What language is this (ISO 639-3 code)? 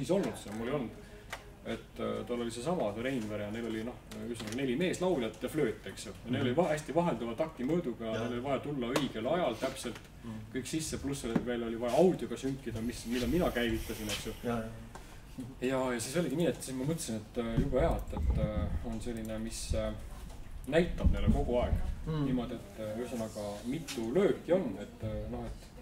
est